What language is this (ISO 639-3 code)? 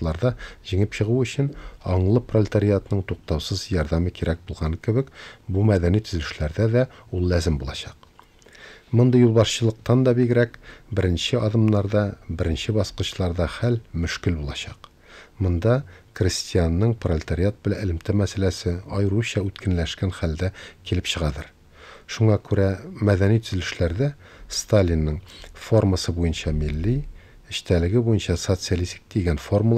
tat